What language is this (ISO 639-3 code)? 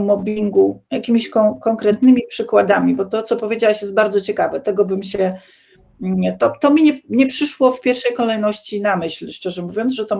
pol